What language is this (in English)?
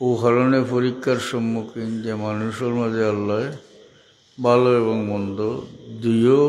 Sylheti